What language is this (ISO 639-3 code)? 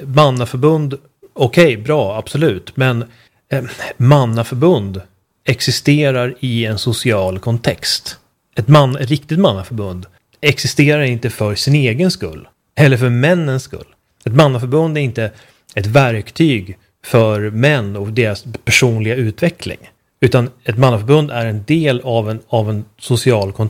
swe